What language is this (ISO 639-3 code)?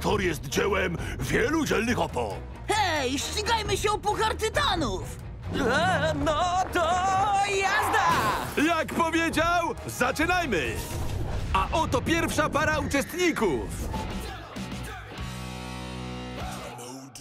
pol